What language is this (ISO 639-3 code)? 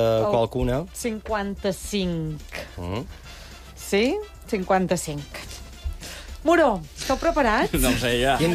cat